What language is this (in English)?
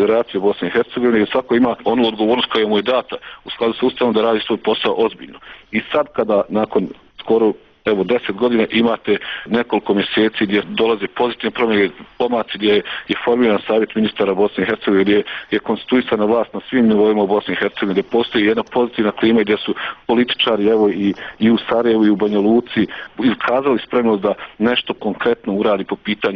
Bosnian